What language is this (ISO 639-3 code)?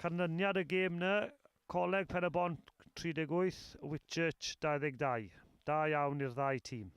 cym